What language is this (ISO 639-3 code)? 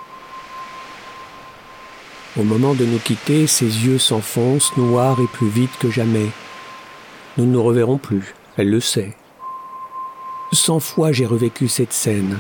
fra